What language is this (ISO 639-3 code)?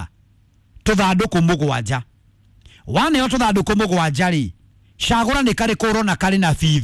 kik